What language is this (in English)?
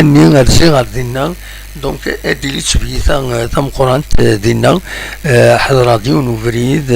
Kabyle